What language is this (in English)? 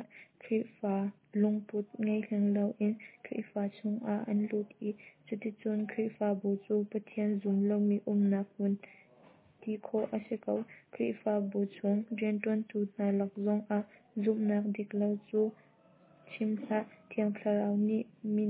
Hakha Chin